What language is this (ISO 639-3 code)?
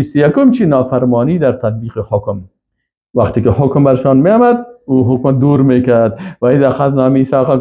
fas